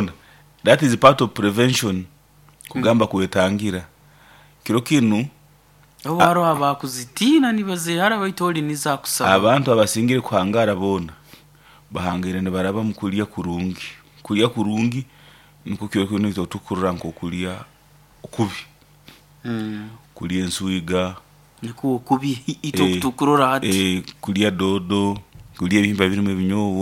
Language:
Nyoro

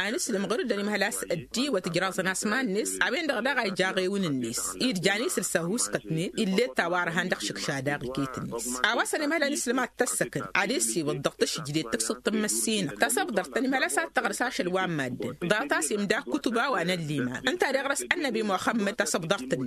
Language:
Tamasheq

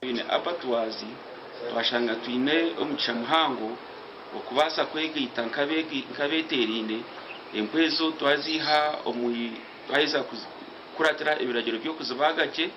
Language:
Nyankole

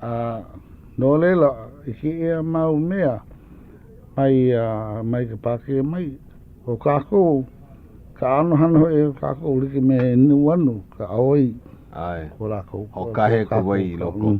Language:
Hawaiian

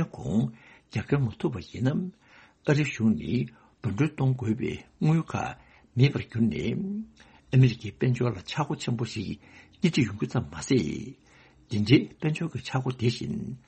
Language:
Tibetan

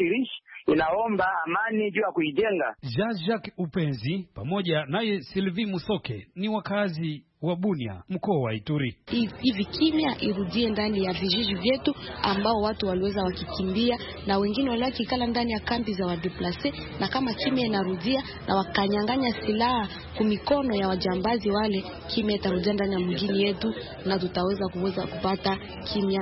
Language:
Swahili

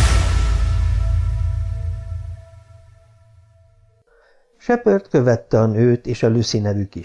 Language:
Hungarian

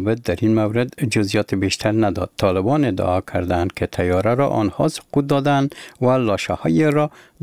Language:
Persian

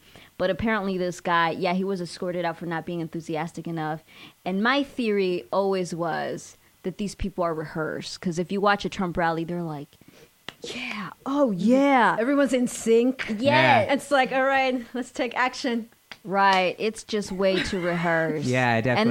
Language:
English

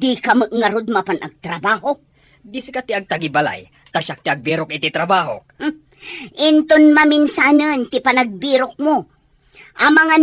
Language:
Iloko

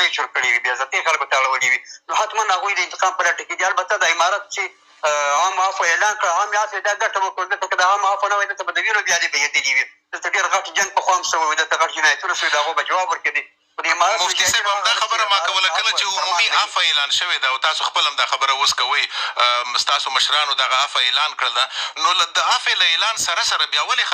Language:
Pashto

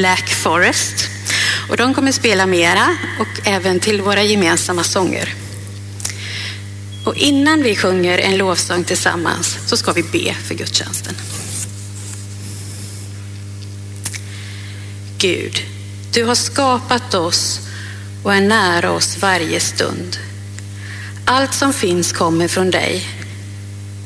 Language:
Swedish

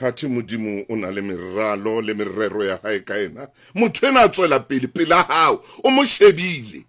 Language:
Southern Sotho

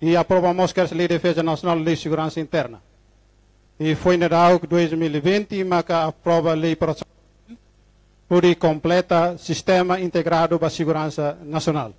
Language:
Tetum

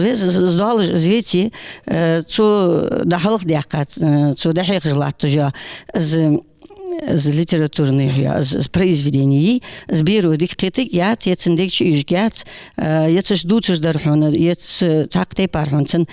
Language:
Ingush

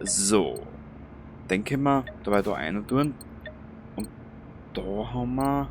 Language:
Bavarian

